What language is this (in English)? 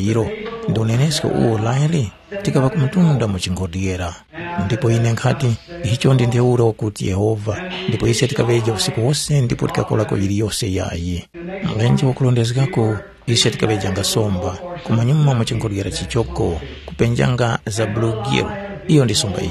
Tumbuka